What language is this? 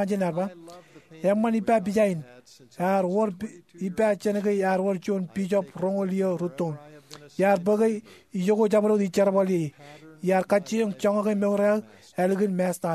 Marshallese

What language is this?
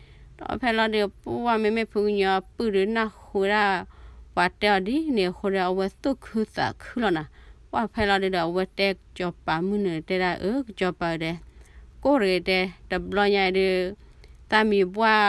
S'gaw Karen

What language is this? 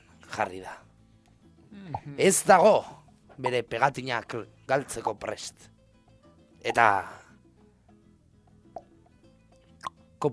Basque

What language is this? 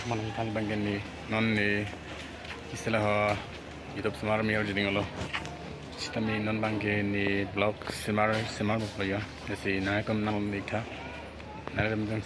Karbi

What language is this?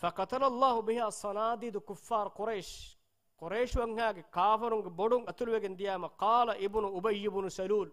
Divehi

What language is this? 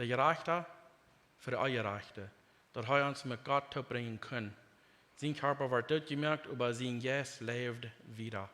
Plautdietsch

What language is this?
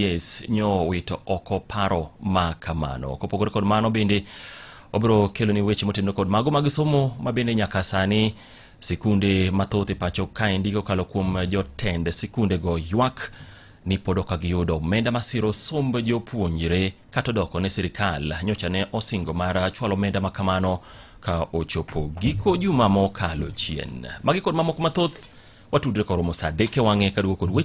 Luo (Kenya and Tanzania)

